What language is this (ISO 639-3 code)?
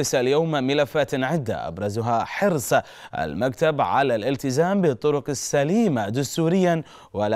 ara